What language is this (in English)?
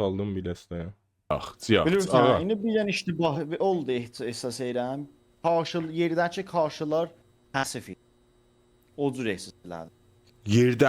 South Azerbaijani